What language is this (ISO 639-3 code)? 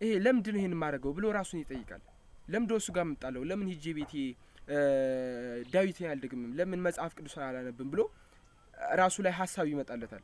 amh